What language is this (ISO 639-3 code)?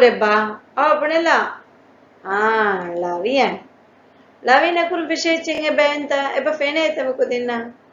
div